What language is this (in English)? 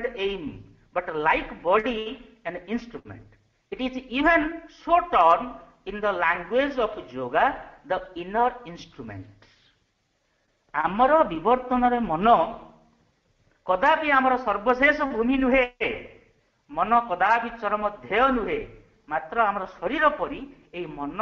Odia